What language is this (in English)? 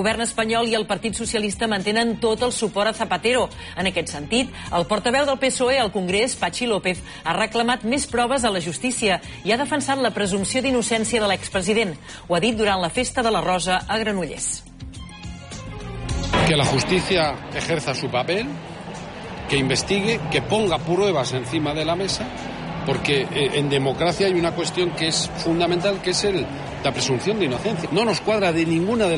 Catalan